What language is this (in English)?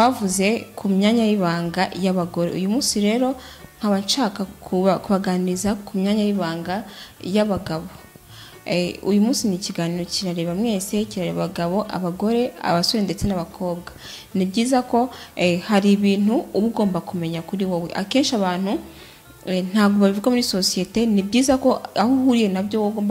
Kinyarwanda